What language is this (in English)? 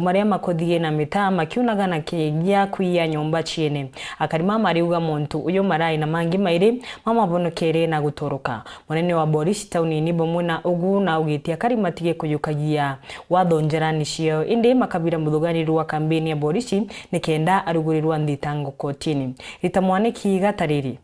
Meru